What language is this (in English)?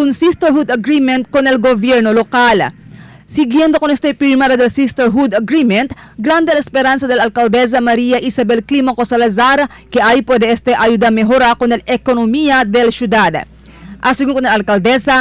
Chavacano